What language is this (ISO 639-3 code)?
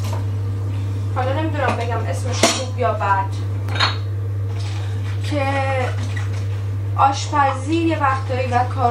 fas